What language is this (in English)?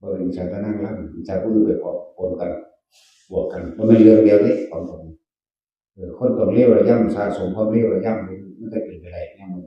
Northeastern Thai